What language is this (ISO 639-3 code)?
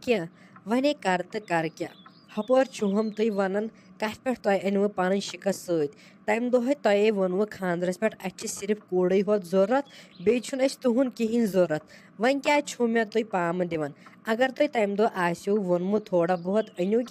kas